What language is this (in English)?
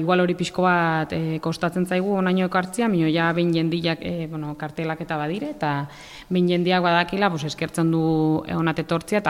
Basque